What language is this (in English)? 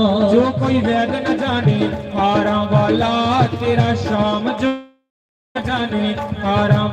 Dogri